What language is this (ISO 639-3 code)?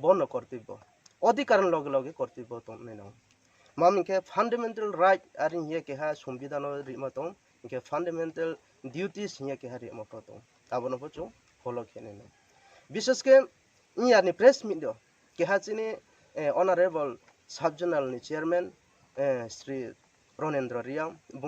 ria